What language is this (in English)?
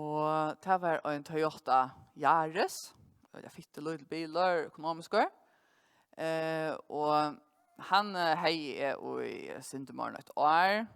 Faroese